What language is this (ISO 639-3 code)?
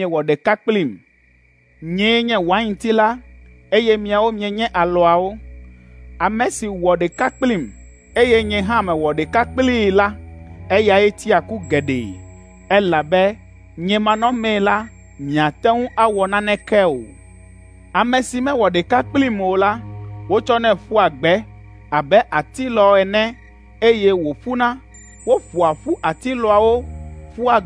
ewe